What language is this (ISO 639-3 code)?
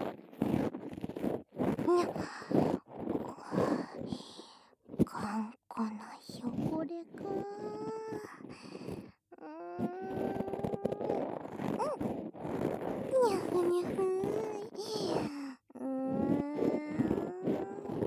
jpn